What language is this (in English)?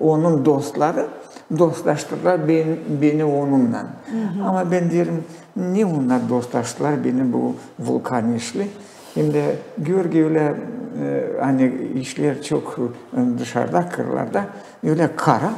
Gagauz